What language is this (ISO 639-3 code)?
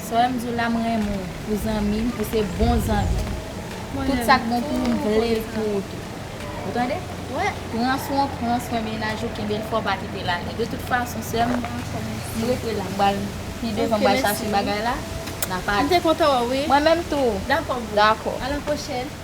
hat